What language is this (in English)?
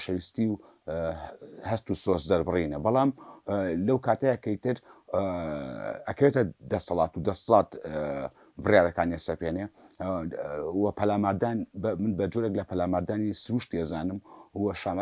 Central Kurdish